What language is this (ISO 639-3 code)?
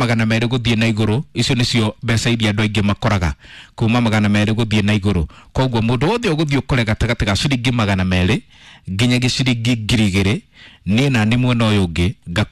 kik